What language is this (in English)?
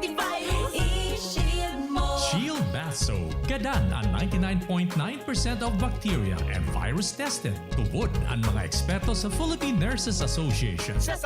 Bikol